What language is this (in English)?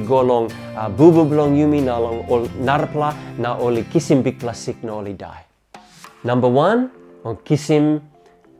Tok Pisin